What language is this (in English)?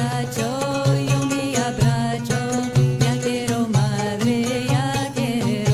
Ladino